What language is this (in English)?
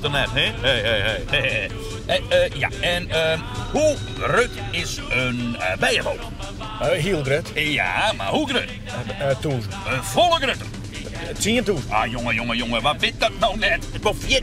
Western Frisian